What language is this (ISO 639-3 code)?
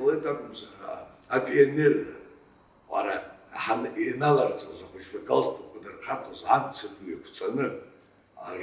abk